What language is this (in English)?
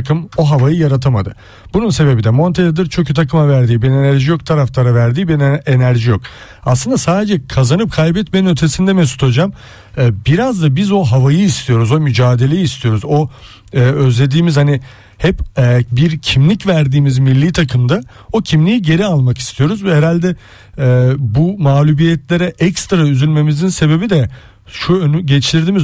Turkish